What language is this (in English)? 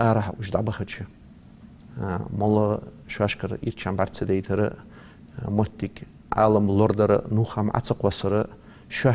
Ingush